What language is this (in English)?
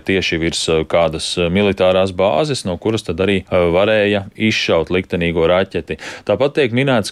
Latvian